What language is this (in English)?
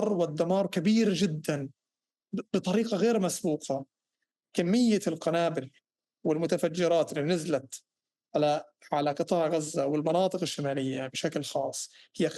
North Levantine Arabic